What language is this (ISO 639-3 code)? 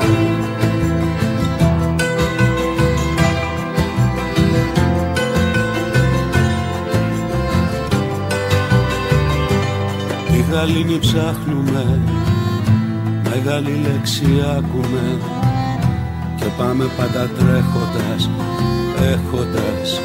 ell